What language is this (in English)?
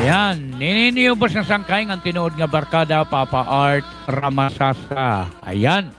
Waray